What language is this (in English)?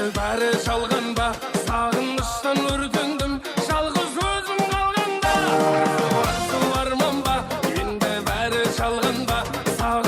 Kara-Kalpak